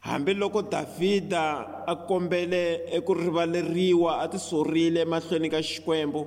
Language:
Tsonga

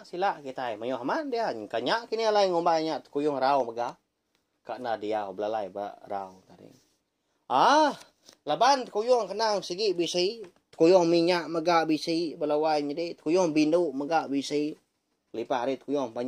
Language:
Iban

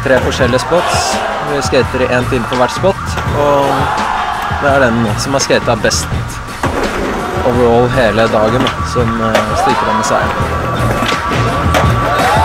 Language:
Norwegian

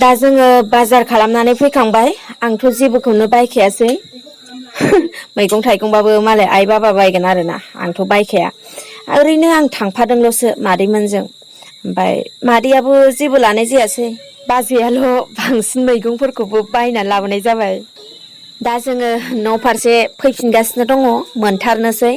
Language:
Bodo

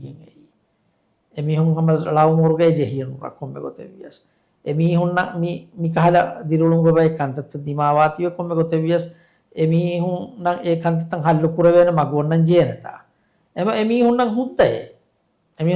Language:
Divehi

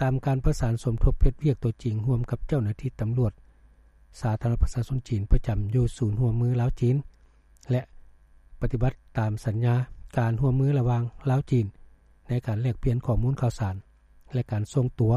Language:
Lao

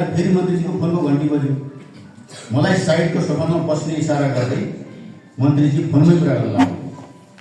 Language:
Nepali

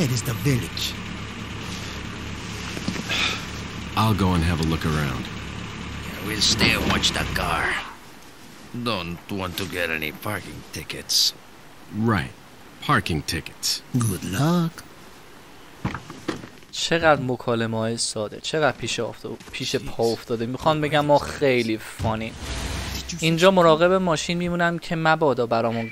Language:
Persian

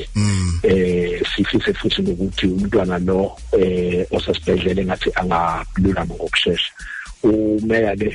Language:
Zulu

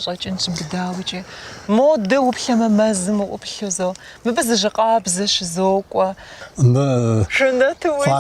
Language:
Kabardian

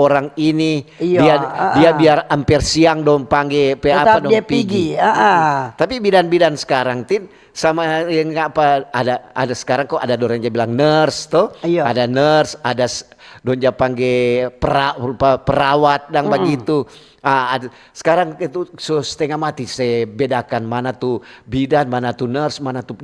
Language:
Manado Malay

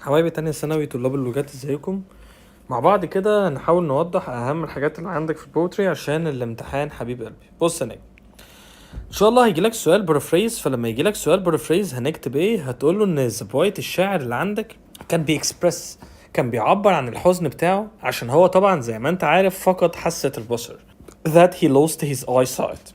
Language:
Egyptian Arabic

